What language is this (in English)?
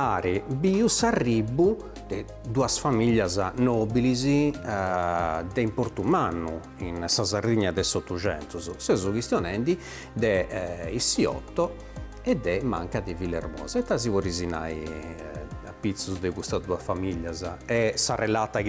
Sardinian